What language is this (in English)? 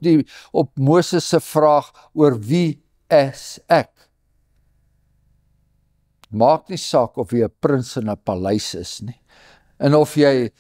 Afrikaans